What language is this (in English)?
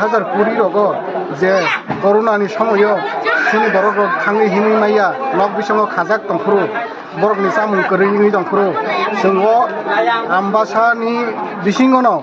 Kok Borok